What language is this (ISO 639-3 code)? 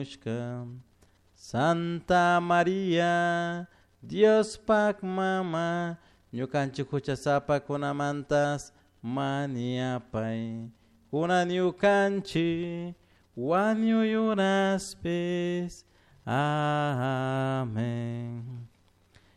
qug